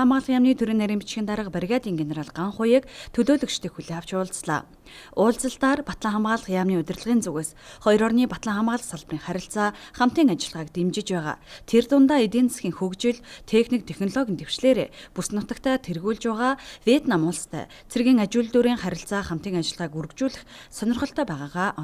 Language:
Mongolian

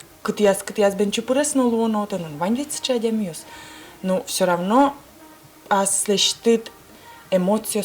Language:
Udmurt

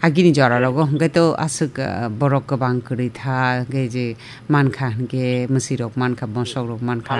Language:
Kok Borok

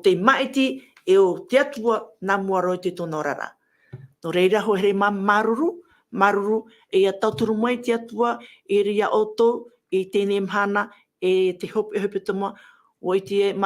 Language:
Tahitian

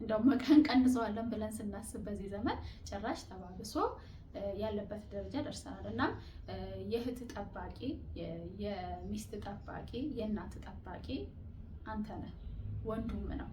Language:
Amharic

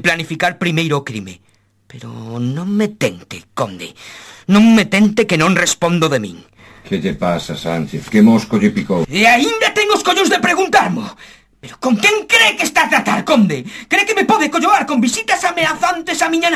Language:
Galician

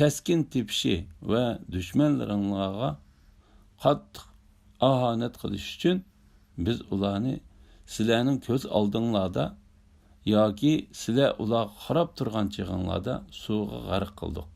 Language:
Uyghur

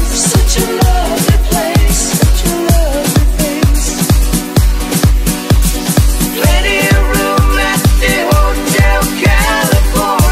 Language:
English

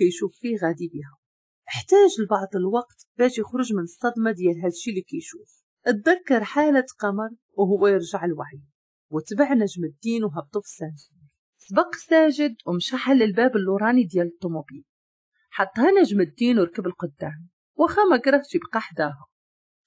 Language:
Moroccan Arabic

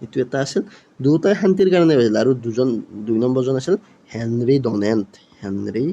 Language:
Assamese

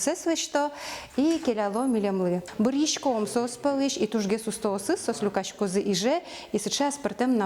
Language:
Udmurt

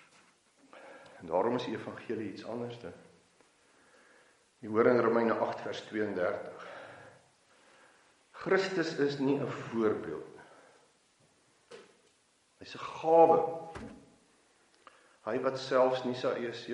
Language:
Afrikaans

